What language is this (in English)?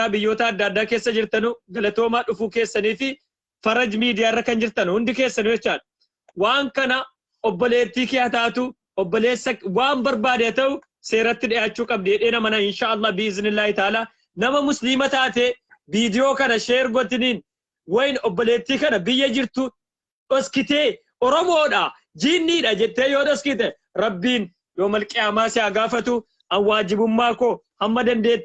Oromo